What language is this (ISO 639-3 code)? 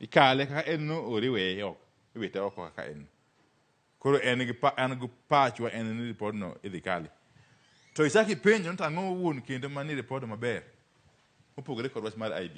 luo